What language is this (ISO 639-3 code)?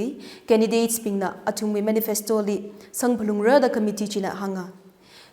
nmf